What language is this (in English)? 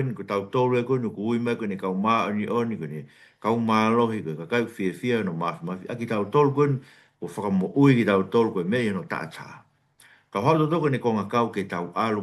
Tongan